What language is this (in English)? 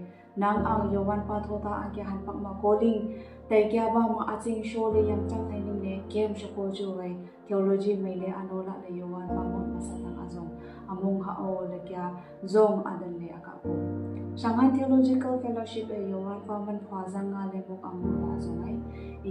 Wancho Naga